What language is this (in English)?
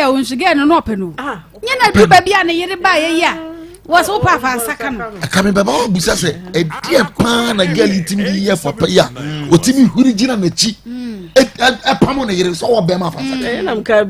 Akan